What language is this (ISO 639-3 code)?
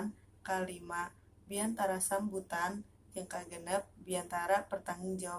sun